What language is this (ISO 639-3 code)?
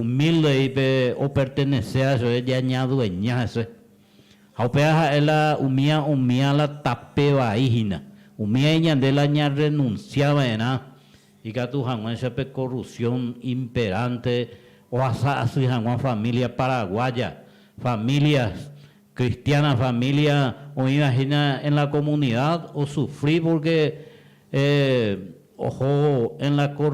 grn